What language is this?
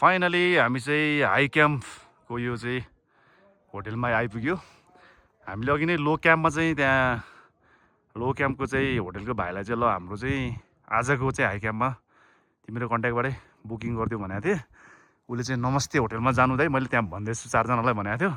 Nepali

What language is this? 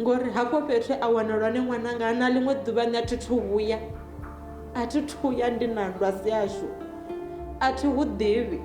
Venda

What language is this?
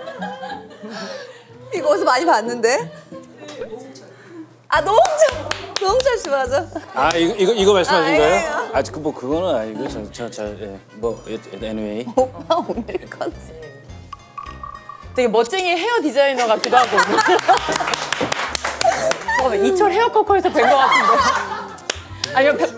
Korean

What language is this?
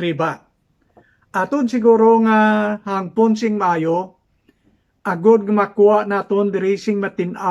Hiligaynon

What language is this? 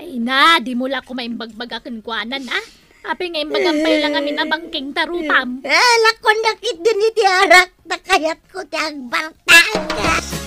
Iloko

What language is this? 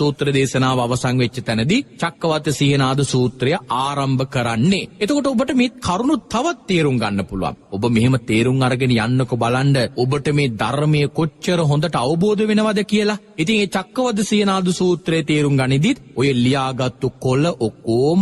Sinhala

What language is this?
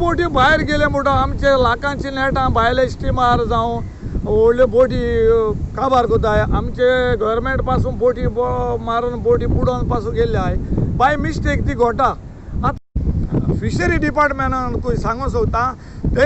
Konkani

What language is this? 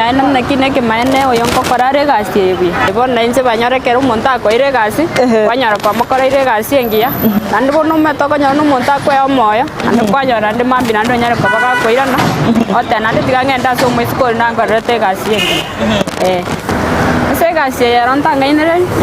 Gusii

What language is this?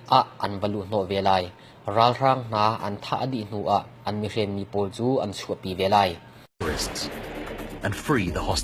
Hakha Chin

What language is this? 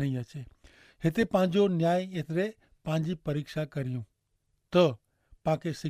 Kachhi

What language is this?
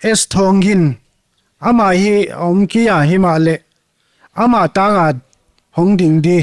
Paite Chin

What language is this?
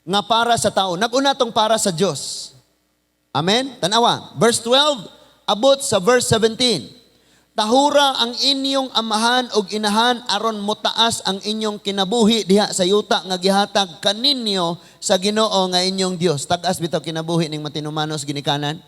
Cebuano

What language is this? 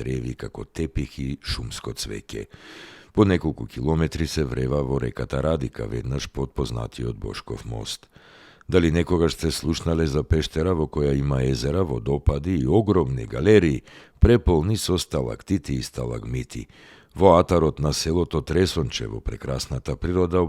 Macedonian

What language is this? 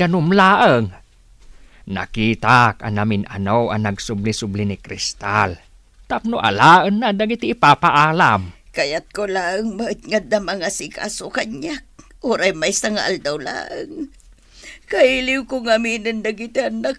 Iloko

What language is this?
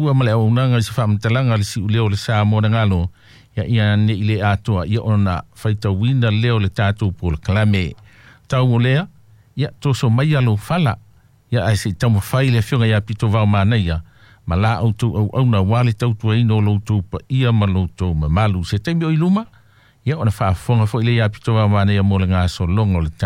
Samoan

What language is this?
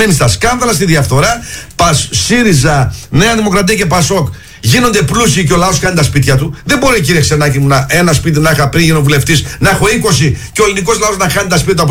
Greek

